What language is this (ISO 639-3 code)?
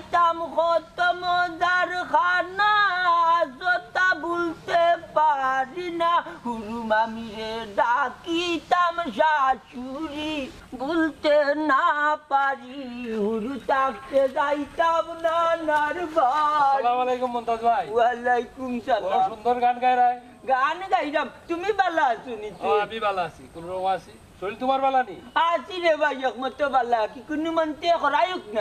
syl